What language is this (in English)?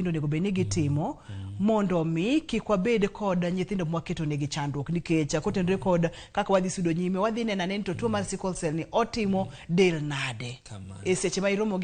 Luo (Kenya and Tanzania)